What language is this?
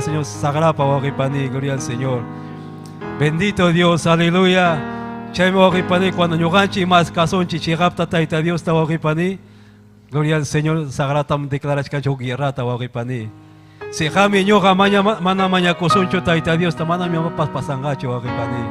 Ayacucho Quechua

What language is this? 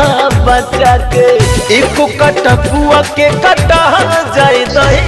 Bhojpuri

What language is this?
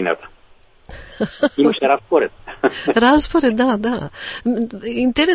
Macedonian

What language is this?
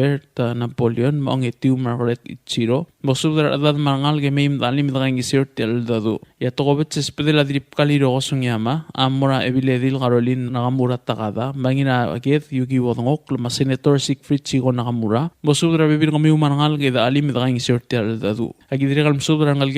Palauan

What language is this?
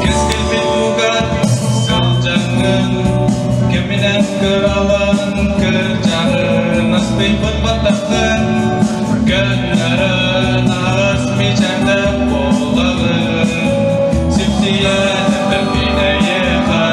Yakut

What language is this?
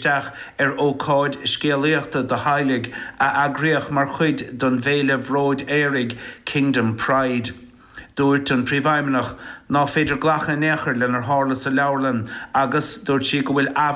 Irish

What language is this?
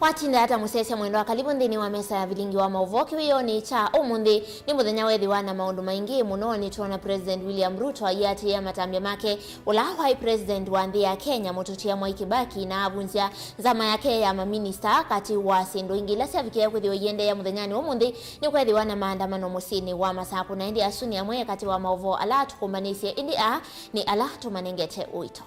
Kamba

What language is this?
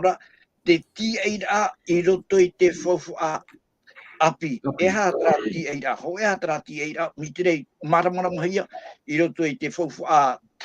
Tahitian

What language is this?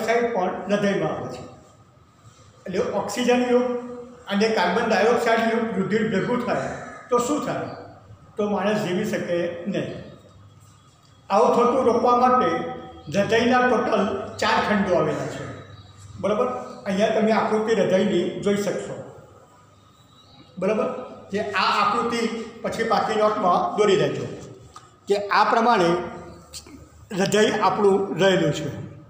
Gujarati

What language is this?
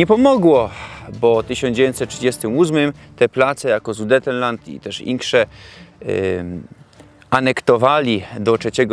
Silesian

